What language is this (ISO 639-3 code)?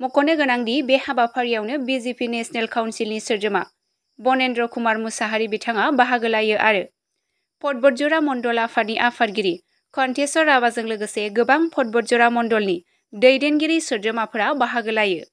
brx